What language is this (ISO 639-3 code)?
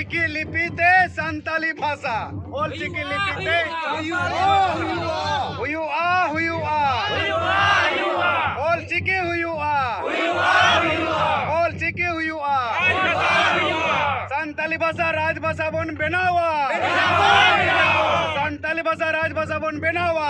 sat